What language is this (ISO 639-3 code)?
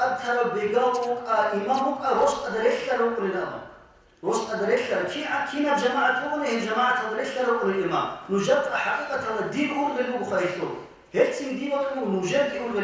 ava